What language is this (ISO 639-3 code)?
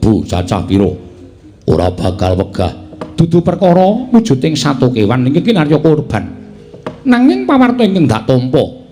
jav